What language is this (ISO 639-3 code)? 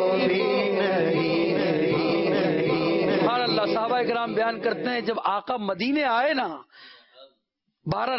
urd